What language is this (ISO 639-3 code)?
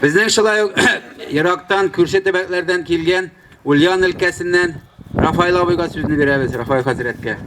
tat